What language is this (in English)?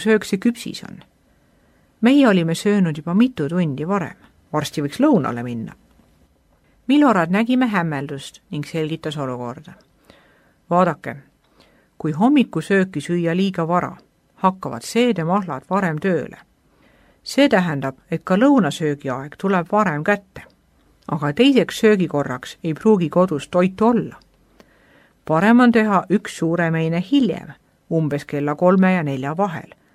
Estonian